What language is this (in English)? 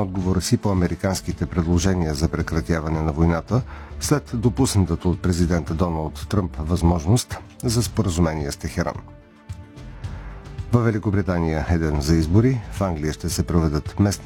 Bulgarian